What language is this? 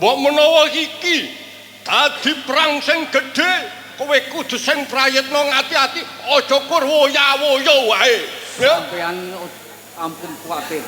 Javanese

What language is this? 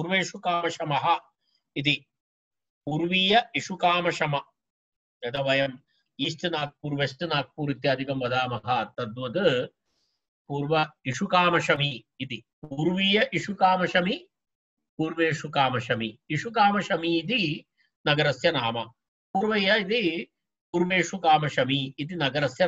Sanskrit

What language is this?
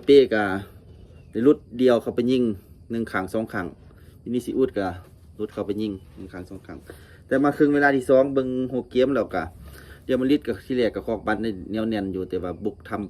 Lao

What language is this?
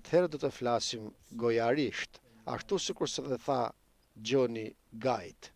Albanian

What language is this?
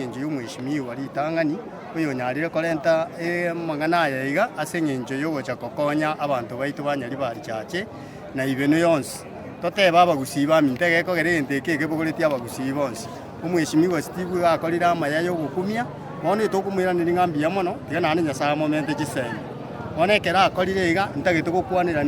Gusii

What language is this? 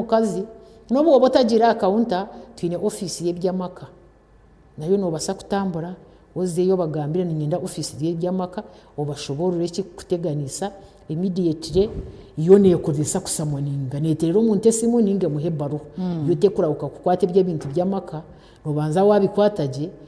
Nyankole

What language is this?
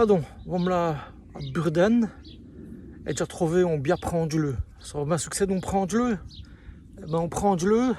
Walloon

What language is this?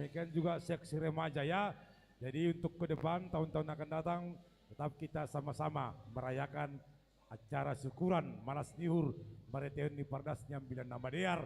Batak Simalungun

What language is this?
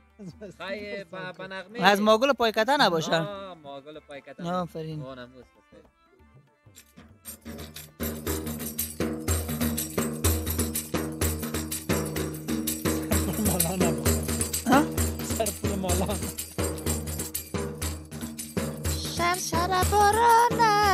Persian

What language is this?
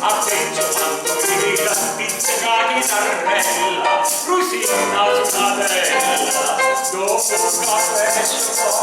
Neapolitan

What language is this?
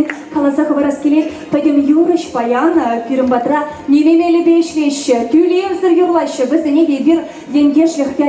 Chuvash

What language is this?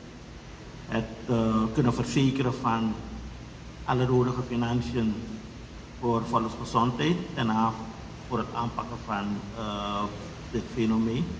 Dutch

